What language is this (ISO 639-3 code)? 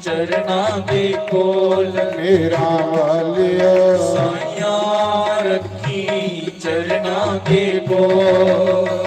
doi